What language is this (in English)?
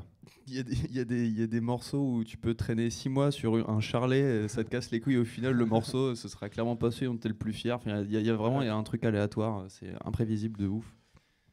French